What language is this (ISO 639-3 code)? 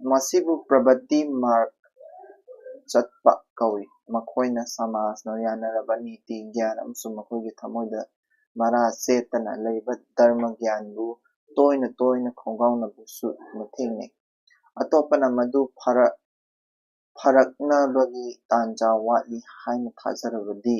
mni